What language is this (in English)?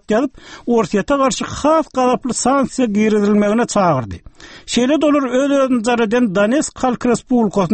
Turkmen